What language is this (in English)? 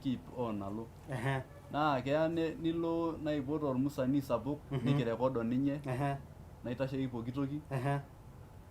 Masai